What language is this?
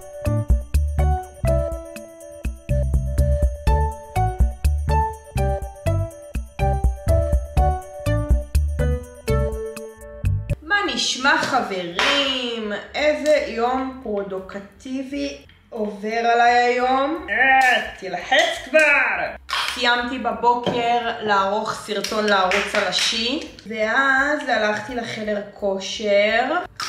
Hebrew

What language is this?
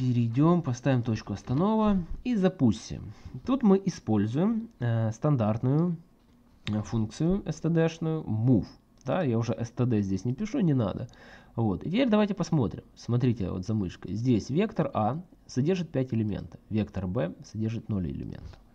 Russian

